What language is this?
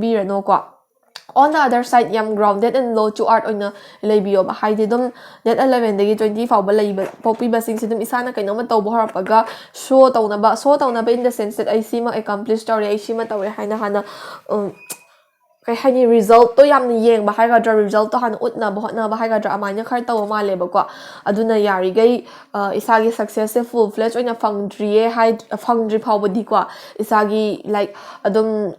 Manipuri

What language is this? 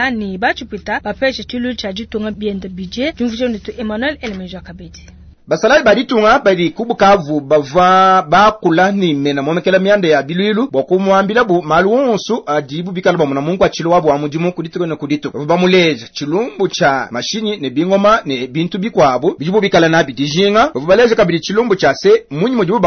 Luba-Lulua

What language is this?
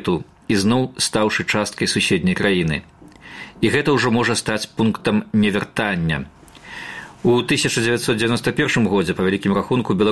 Belarusian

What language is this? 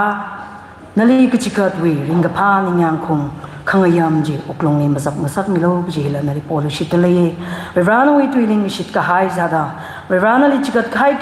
Tangkhul Naga (India)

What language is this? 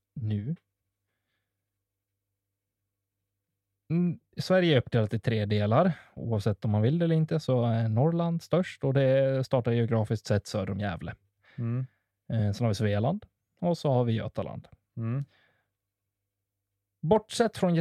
Swedish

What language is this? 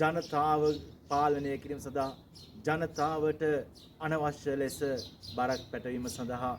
Sinhala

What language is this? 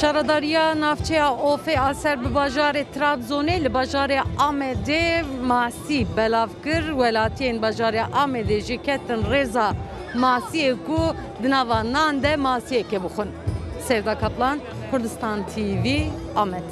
Kurdish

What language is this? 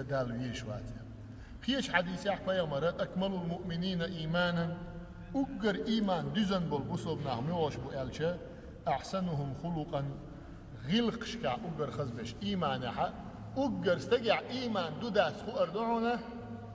Chechen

